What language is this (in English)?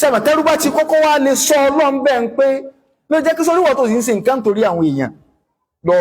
Yoruba